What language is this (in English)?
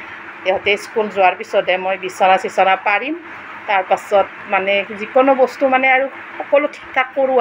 Assamese